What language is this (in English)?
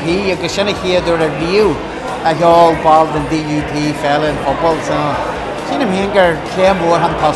Irish